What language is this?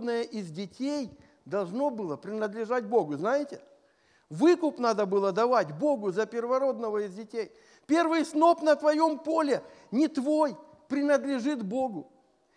Russian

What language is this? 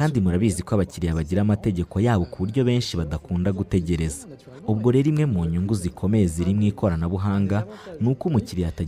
Kinyarwanda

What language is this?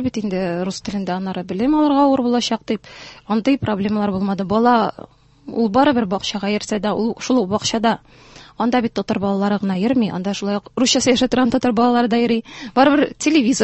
Tatar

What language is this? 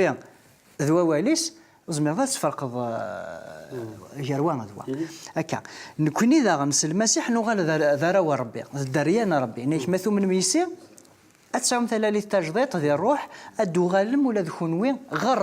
Kabyle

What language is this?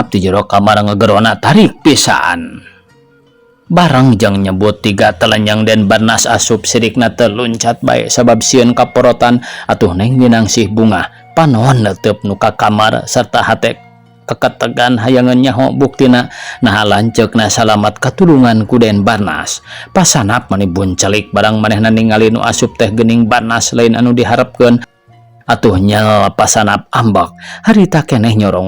Sundanese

